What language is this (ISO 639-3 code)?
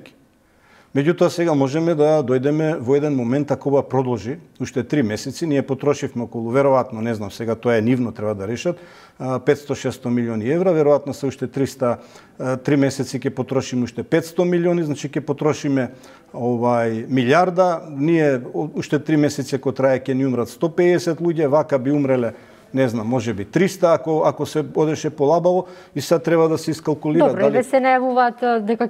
mkd